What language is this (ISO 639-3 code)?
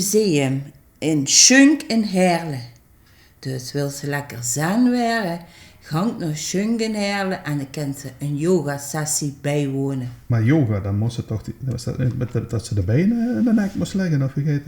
lim